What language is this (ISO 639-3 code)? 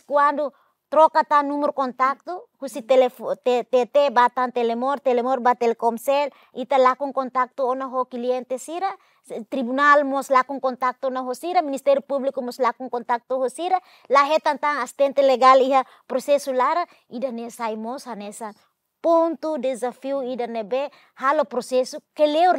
tet